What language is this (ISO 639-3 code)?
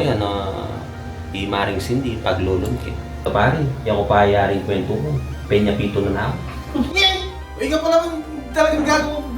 pam